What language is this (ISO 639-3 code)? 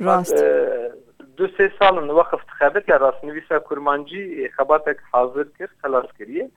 kur